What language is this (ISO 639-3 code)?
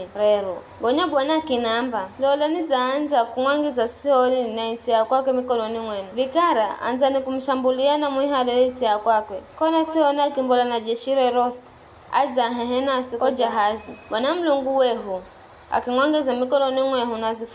nyf